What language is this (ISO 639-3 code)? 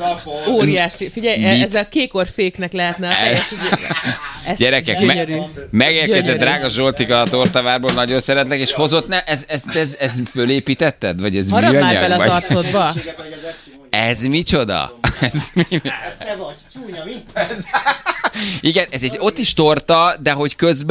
hun